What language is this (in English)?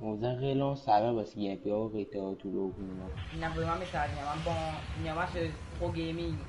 Morisyen